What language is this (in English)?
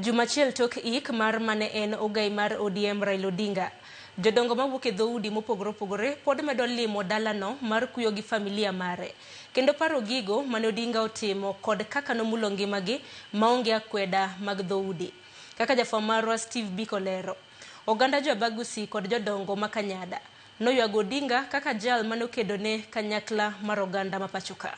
Luo (Kenya and Tanzania)